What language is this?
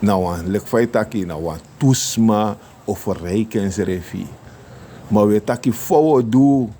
Sranan Tongo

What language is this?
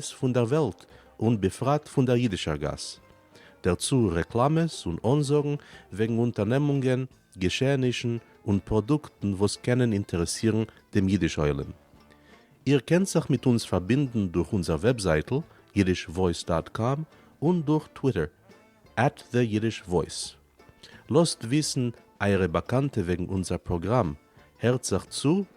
Yiddish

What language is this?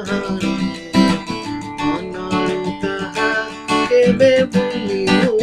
Odia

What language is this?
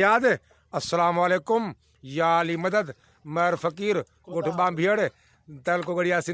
Sindhi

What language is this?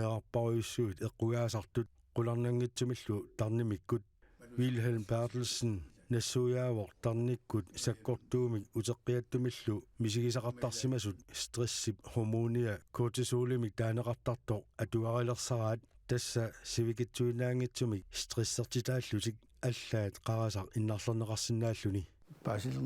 Kalaallisut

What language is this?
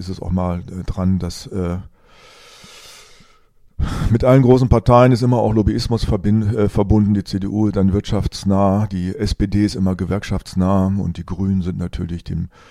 German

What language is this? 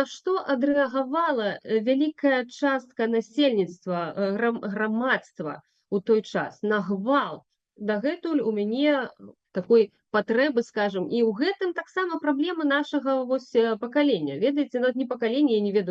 Belarusian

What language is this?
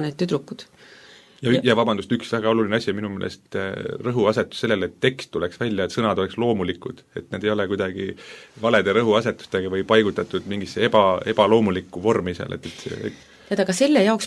Estonian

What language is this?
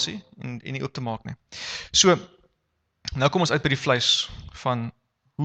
Afrikaans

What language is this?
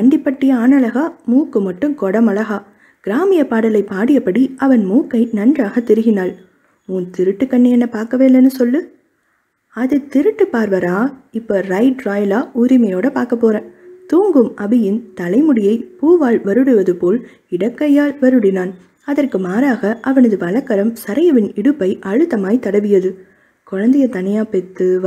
Tamil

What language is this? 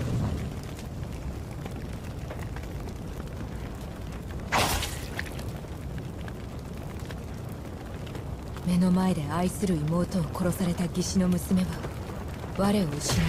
Japanese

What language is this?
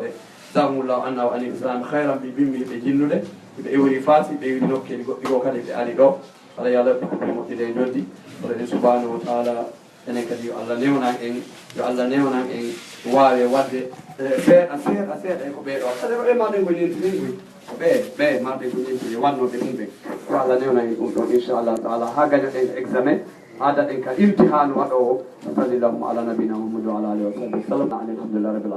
Fula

